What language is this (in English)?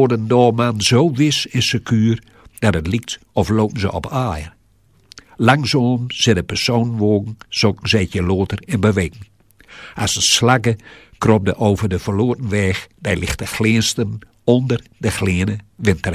Gronings